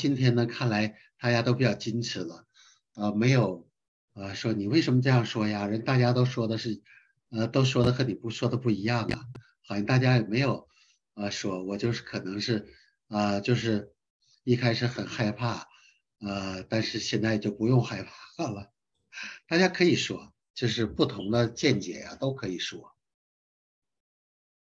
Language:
Chinese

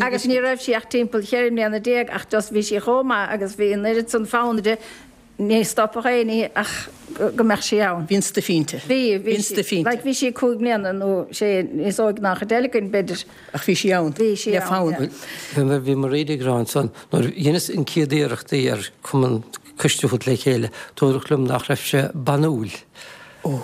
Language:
Irish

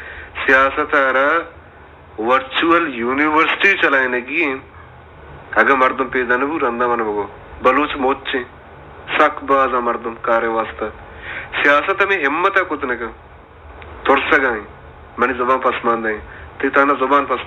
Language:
Baluchi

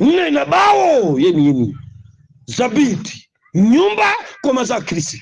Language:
Nyanja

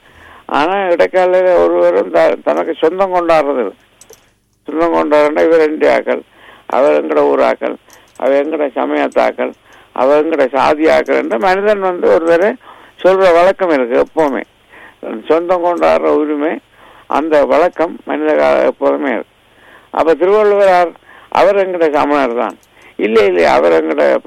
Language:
Tamil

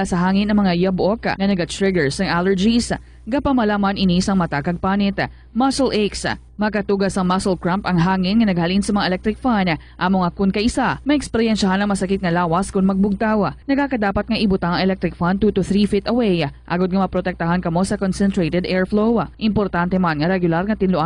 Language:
Hiligaynon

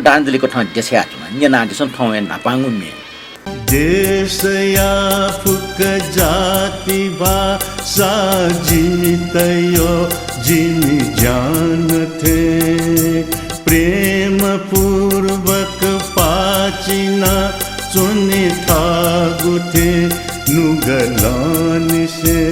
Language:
Newari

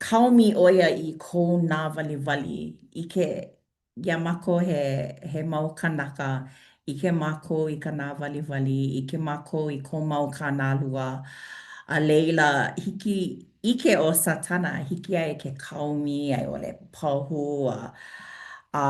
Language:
Hawaiian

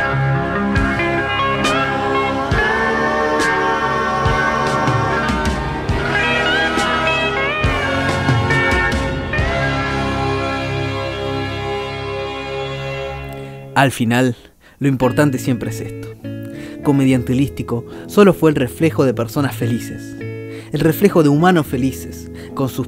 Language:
Spanish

